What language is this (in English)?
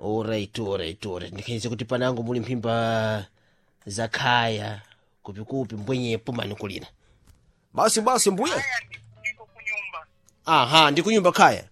Sena